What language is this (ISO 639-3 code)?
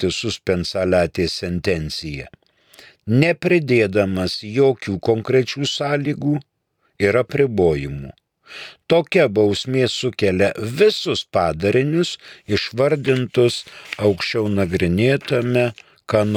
lit